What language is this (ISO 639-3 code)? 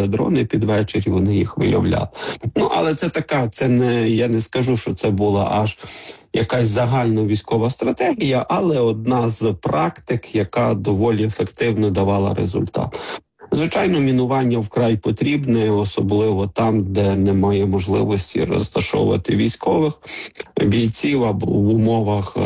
ukr